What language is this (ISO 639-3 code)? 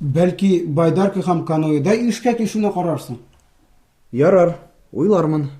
tat